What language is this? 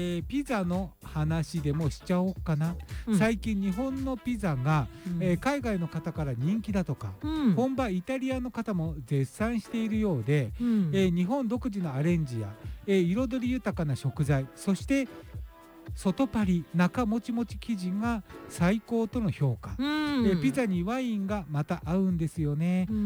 Japanese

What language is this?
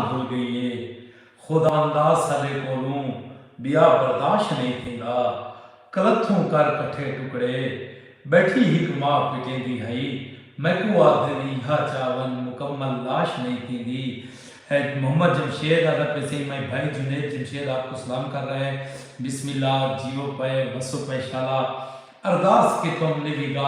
Saraiki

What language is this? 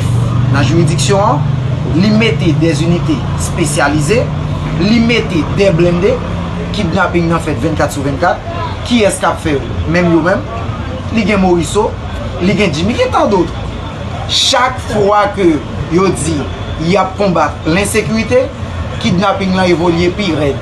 Haitian Creole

